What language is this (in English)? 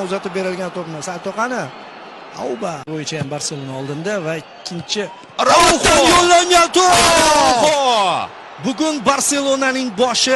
Uzbek